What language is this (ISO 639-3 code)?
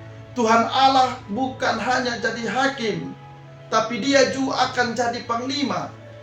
mkn